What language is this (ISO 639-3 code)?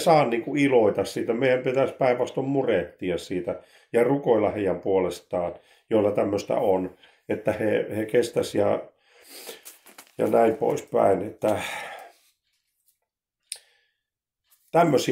fin